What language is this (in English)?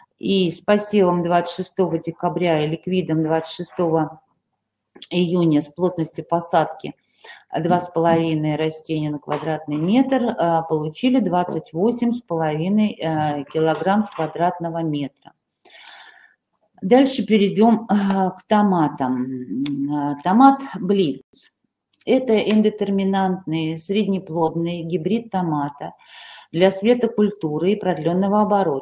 Russian